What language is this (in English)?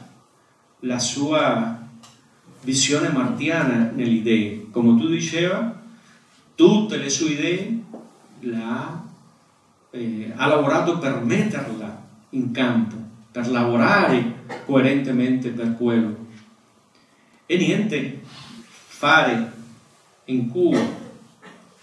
Italian